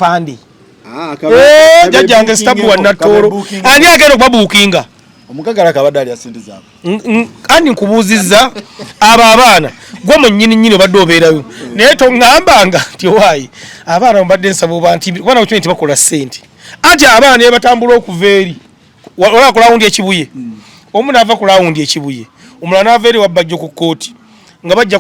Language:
Ganda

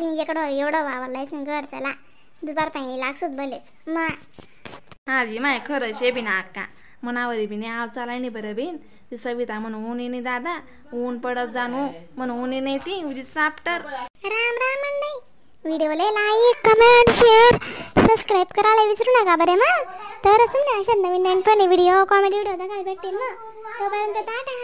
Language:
Khandesi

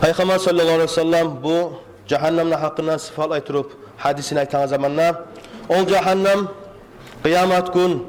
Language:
Kumyk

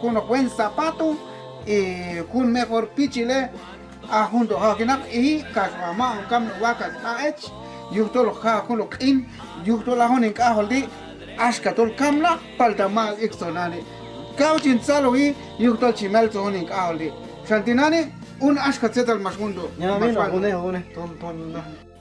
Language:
Q'anjob'al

